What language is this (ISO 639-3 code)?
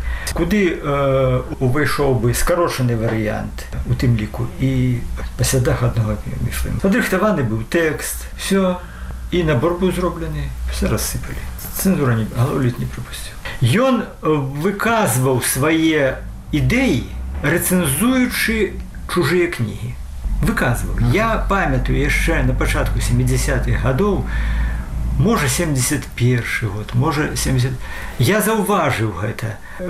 bel